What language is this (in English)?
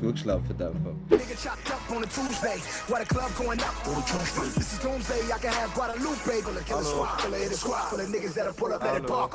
Swiss German